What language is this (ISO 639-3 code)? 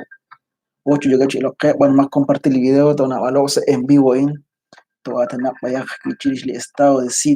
kek